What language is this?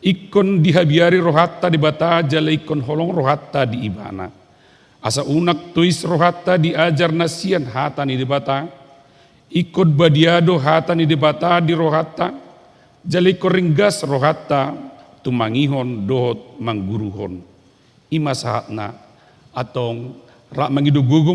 Batak Toba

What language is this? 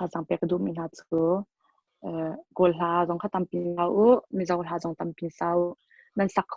Hakha Chin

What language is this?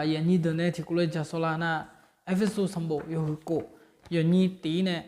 Akha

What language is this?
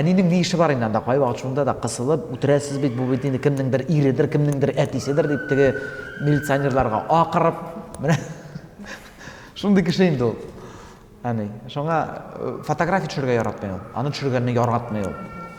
Tatar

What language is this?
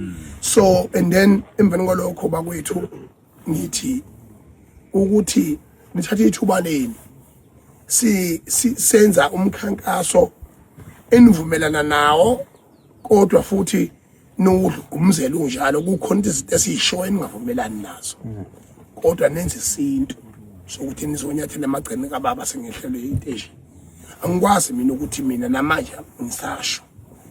Zulu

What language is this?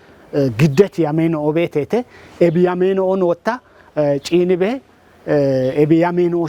Kafa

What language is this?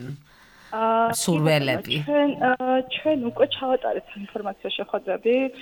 Georgian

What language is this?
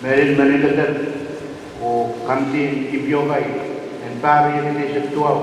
Pohnpeian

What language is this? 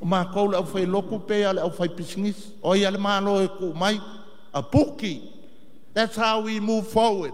Samoan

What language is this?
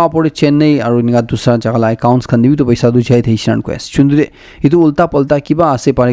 Naga Pidgin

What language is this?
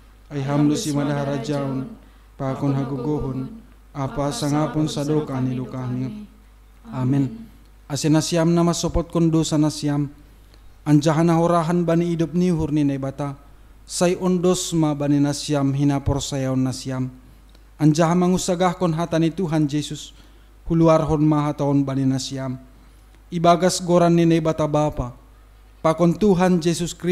Batak Simalungun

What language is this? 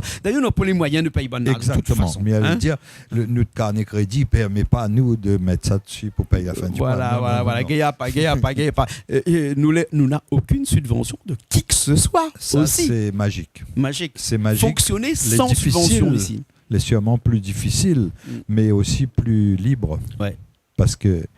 Réunion Creole French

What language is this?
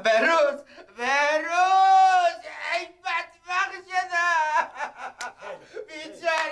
Persian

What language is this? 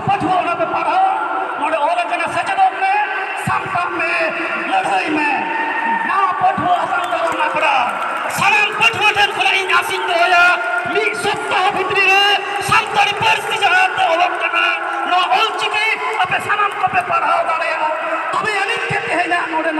Santali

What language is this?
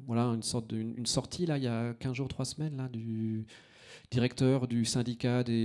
French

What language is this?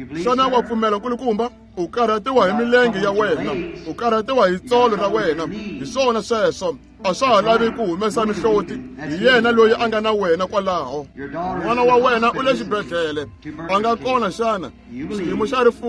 Tsonga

